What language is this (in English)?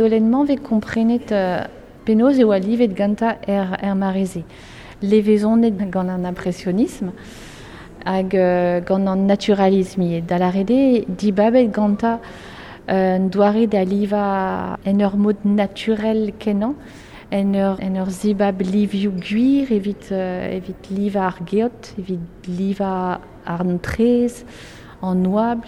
Breton